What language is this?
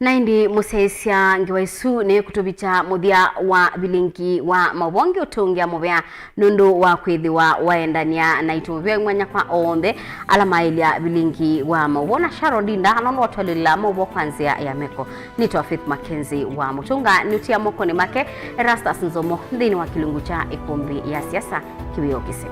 Kamba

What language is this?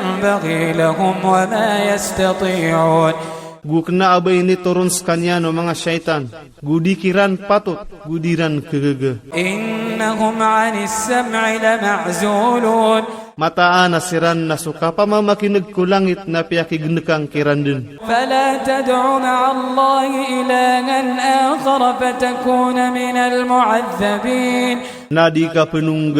Iranun (Philippines)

